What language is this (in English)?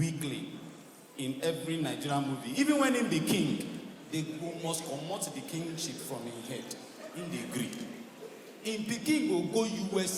Nigerian Pidgin